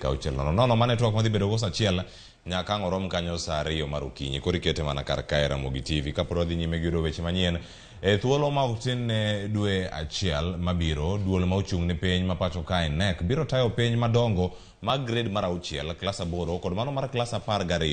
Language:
Luo (Kenya and Tanzania)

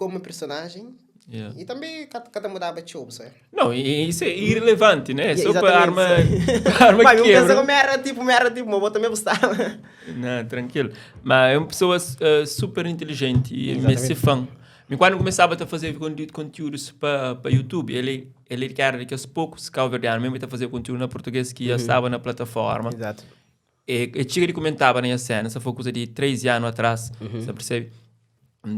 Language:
Kabuverdianu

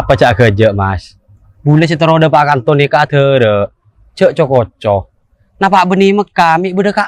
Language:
Madurese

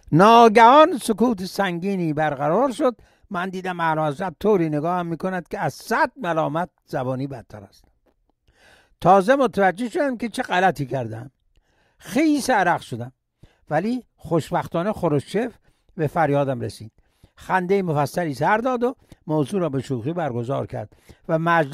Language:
Persian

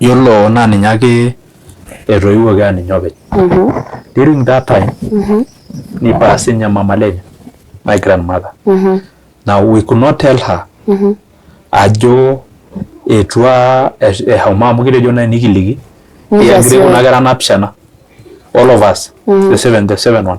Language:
Masai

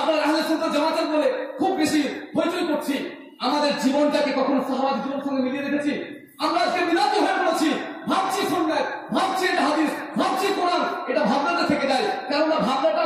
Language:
Bangla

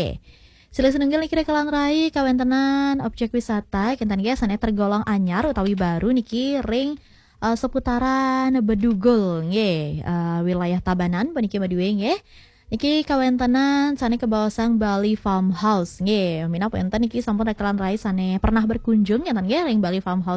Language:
Balinese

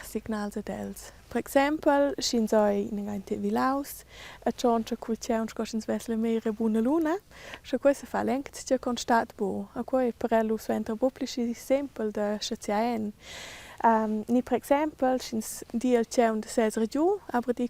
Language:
Romansh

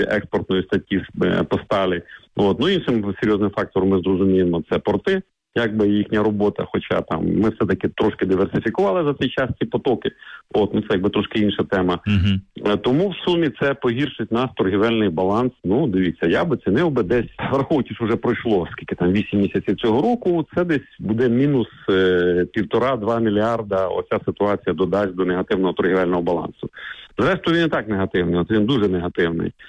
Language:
Ukrainian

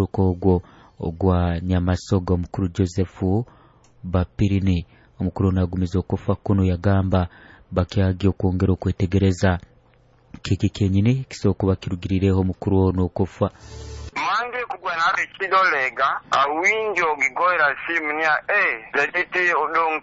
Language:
Nyoro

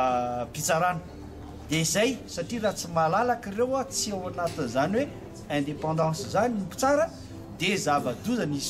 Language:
Malagasy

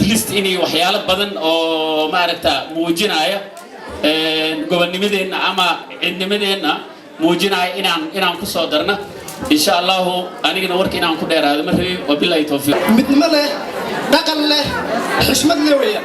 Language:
Somali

